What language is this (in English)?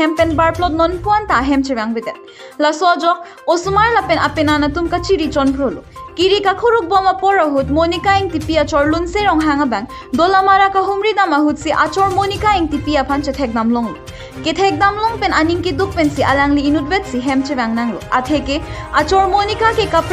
Karbi